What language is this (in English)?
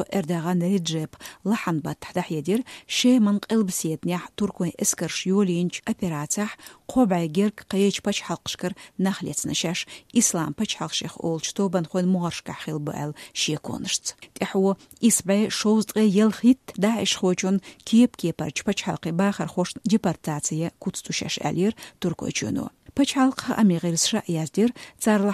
Chechen